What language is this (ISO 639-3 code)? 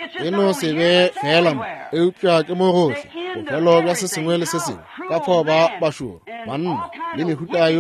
nso